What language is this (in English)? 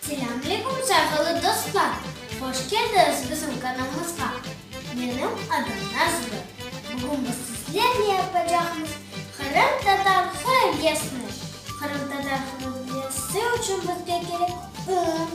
Crimean Tatar